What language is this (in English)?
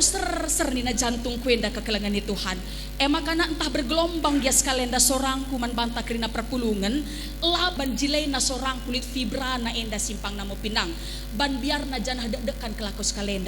Batak Karo